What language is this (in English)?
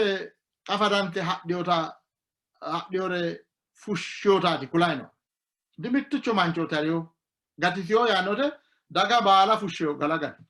Sidamo